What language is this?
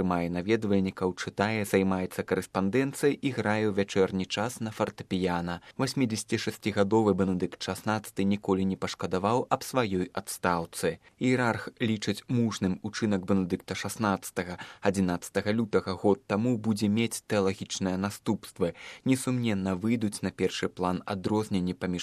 Belarusian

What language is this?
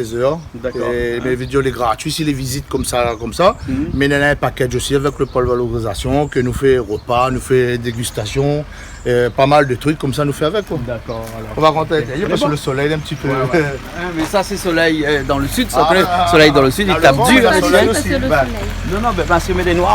Réunion Creole French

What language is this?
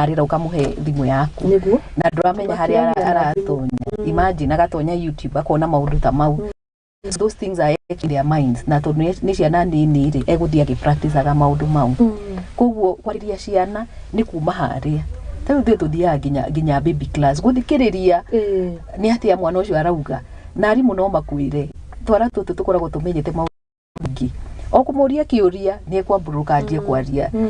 Kikuyu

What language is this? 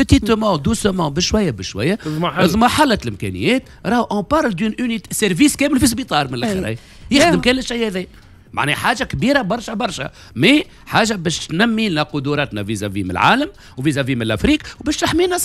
Tunisian Arabic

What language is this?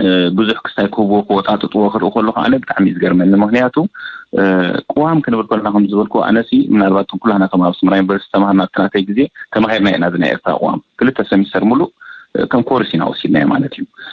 Tigrinya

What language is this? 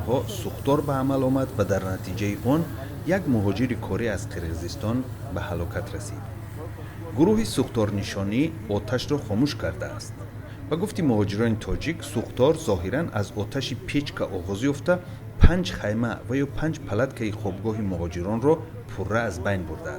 Tajik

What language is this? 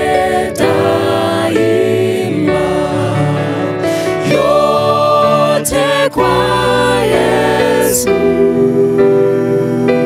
Swahili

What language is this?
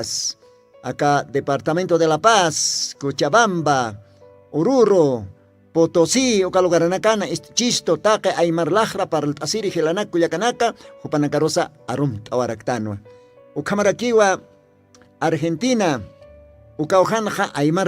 Aymara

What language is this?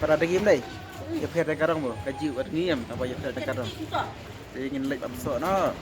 Khasi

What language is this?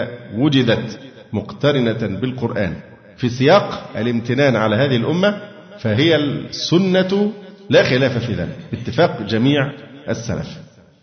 Arabic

